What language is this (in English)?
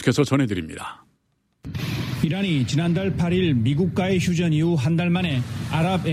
Korean